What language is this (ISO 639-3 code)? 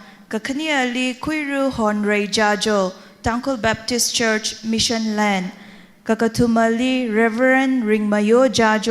nmf